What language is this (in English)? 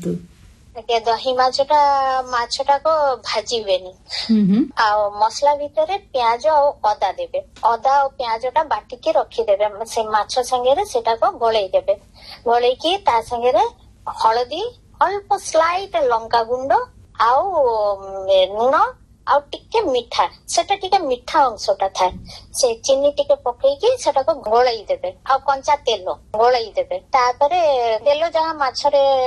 Odia